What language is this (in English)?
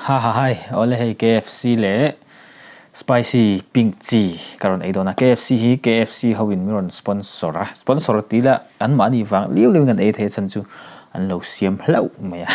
Mizo